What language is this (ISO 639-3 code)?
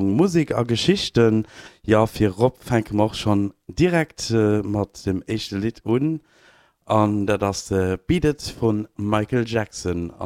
ltz